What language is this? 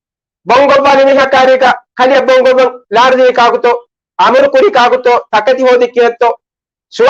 Divehi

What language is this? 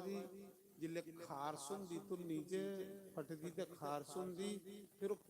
Dogri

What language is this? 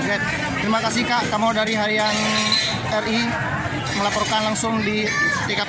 Achinese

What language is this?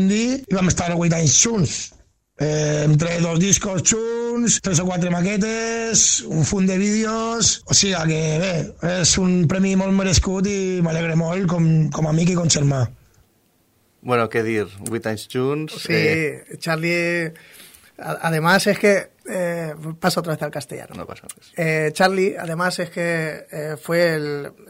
Catalan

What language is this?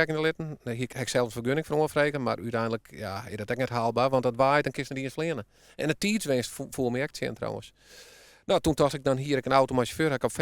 Western Frisian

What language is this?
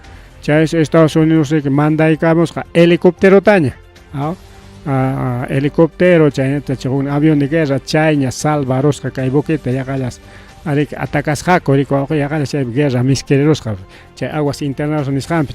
Ayacucho Quechua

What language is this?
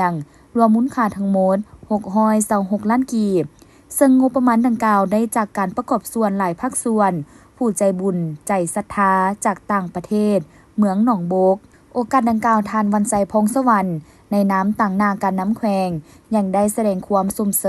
Lao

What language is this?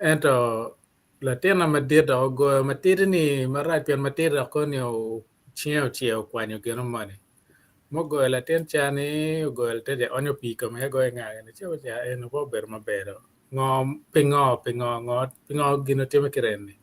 Acoli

